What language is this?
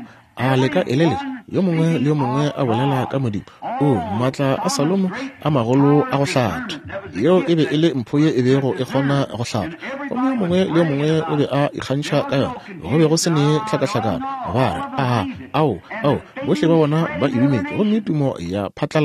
Northern Sotho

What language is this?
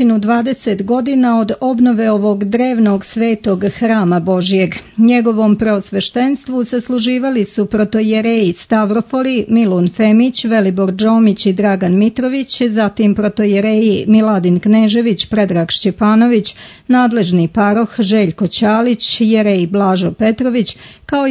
Serbian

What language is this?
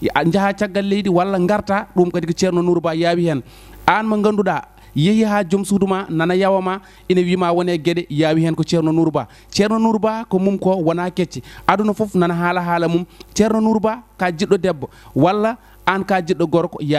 Fula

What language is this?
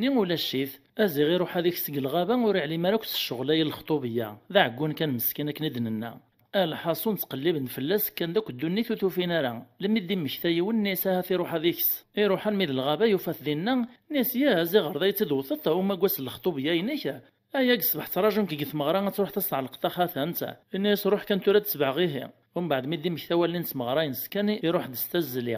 Kabyle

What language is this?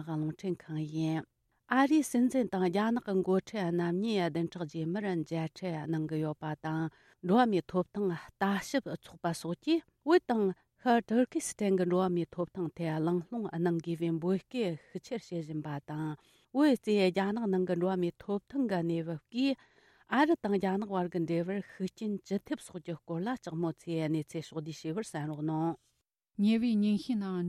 Tibetan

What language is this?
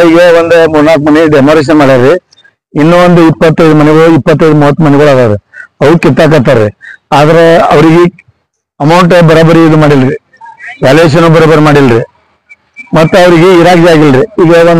Kannada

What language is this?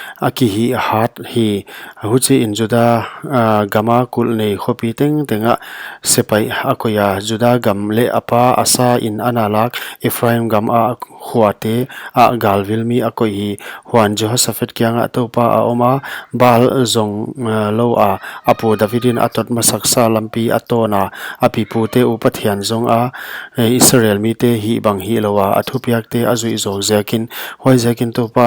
Paite Chin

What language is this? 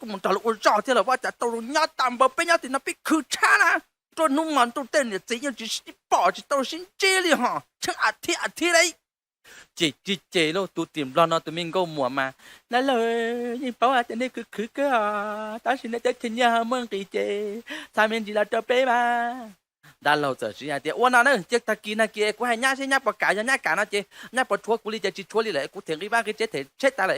Hmong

